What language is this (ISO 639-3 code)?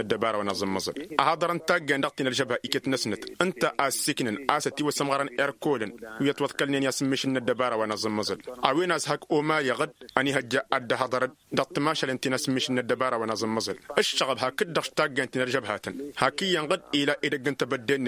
taq